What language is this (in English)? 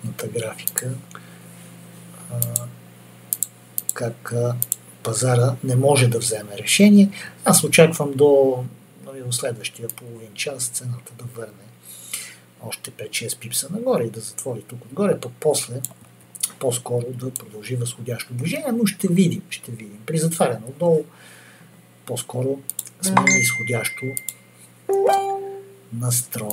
Bulgarian